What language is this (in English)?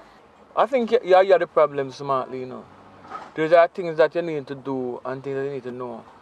Jamaican Creole English